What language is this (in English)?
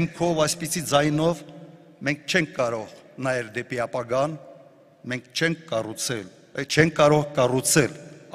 Armenian